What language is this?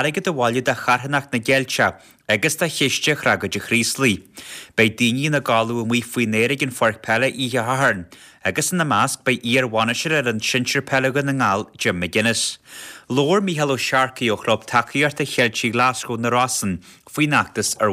Irish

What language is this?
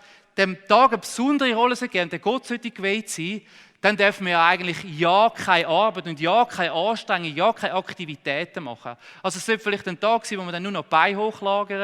Swiss German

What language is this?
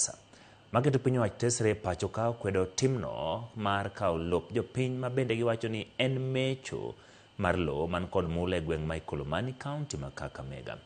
Luo (Kenya and Tanzania)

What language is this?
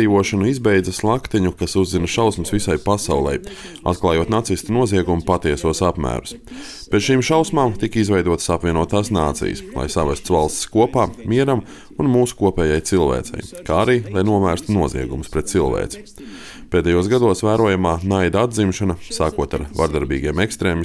Latvian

